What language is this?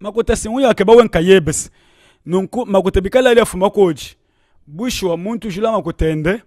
Luba-Lulua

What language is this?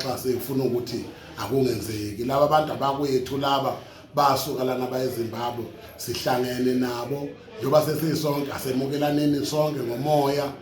Zulu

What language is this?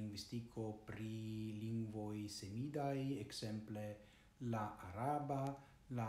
Esperanto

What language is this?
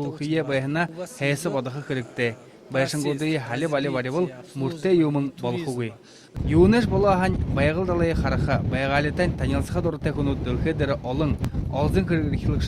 Buriat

